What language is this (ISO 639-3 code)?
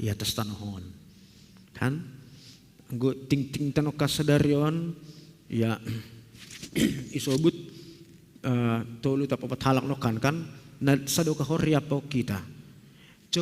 bts